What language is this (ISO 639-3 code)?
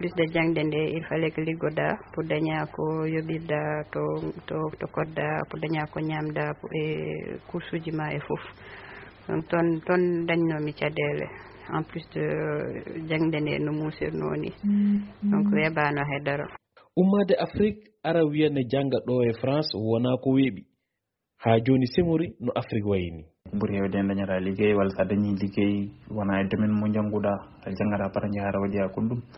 ful